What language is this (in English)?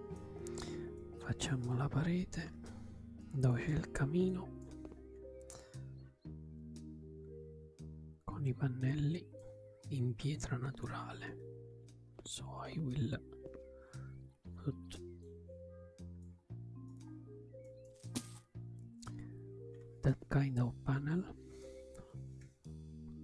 Italian